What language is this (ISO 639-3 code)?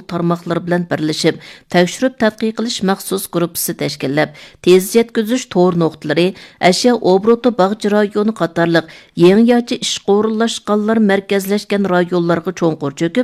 uig